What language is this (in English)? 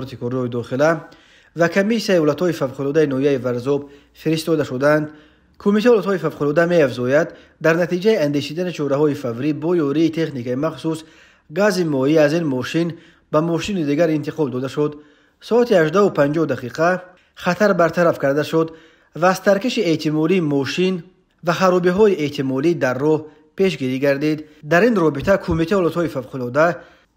Tajik